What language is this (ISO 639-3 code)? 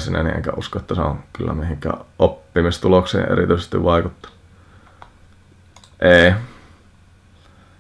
fin